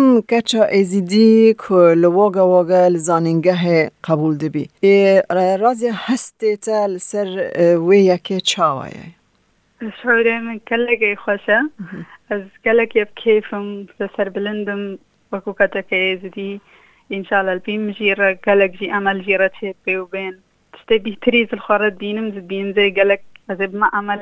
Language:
Kurdish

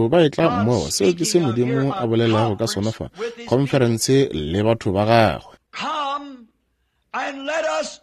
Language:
Northern Sotho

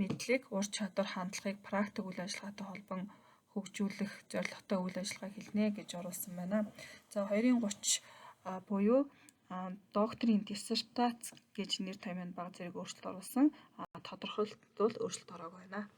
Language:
Mongolian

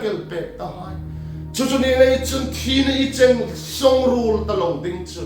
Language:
Hmar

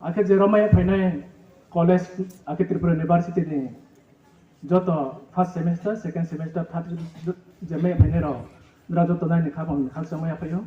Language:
Riang (India)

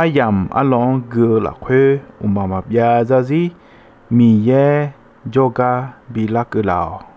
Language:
Akha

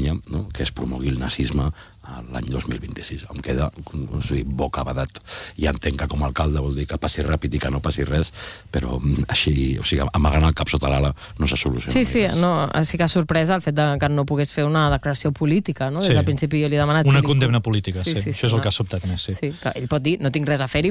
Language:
Catalan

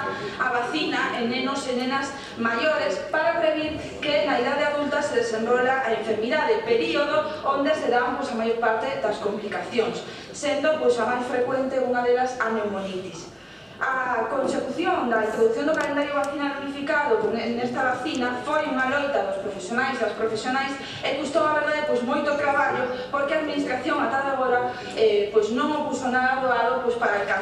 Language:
Galician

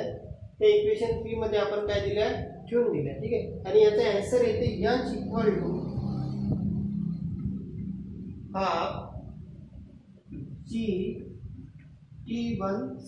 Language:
Marathi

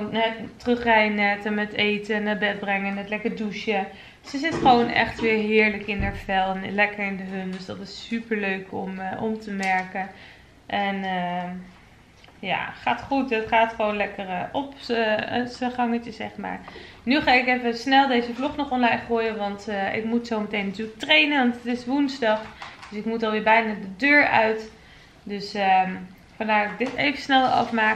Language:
Dutch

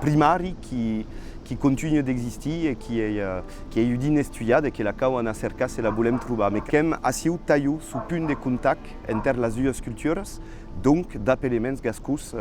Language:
Occitan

